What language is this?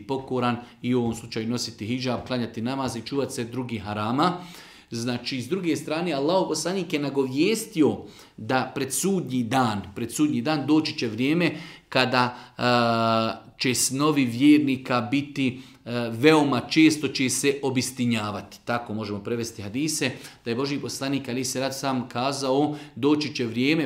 Bosnian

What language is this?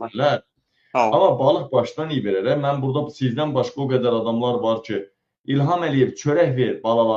Azerbaijani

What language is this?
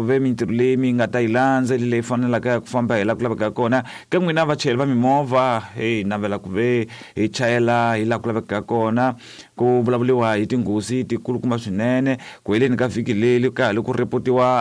Tsonga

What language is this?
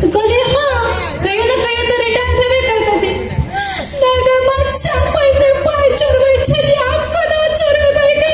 Maithili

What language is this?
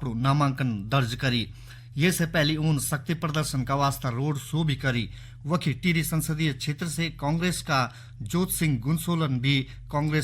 Garhwali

